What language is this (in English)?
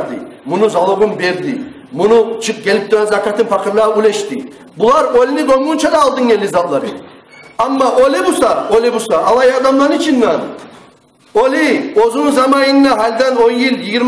Kumyk